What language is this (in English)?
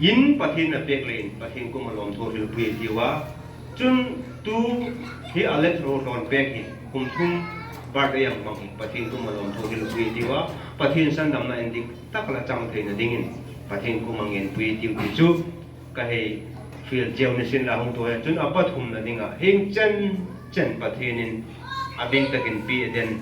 Hmar